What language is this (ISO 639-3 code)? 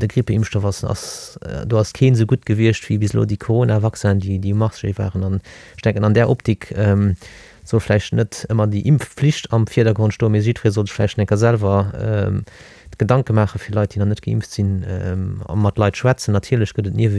ltz